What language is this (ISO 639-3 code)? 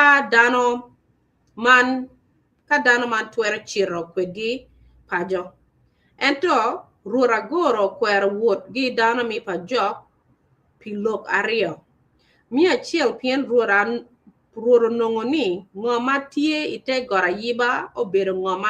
ach